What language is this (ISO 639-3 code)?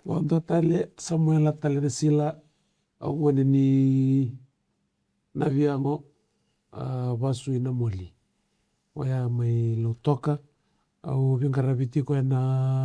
fij